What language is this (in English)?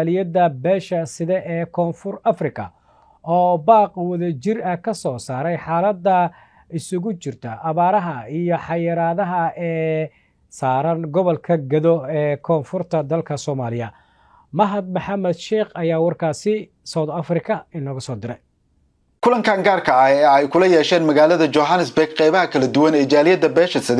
Somali